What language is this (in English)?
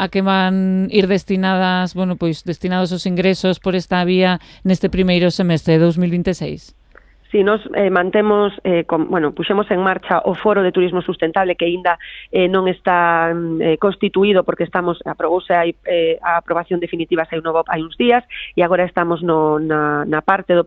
Galician